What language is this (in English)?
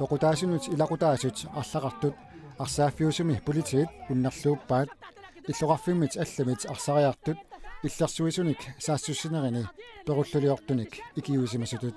Kalaallisut